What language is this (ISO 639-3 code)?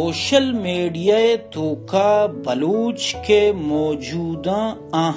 bal